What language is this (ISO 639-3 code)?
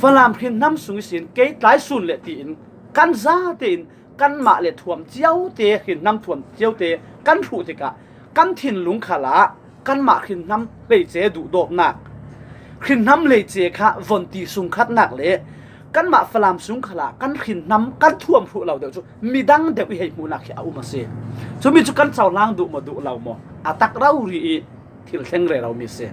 cfm